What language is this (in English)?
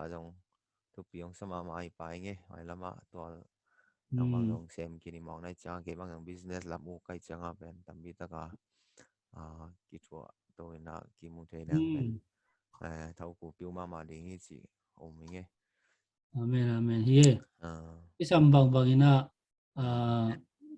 Tedim Chin